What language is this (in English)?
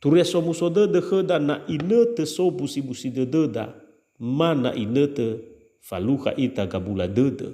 Nias